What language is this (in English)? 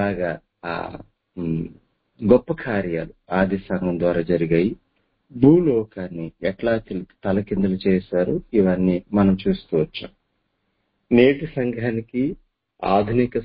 Telugu